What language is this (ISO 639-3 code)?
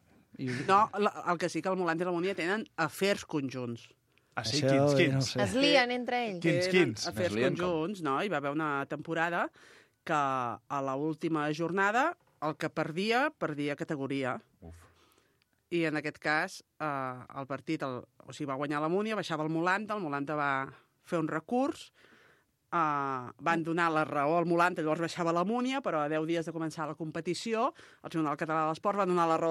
cat